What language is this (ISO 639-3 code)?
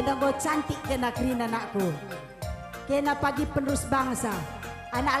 btx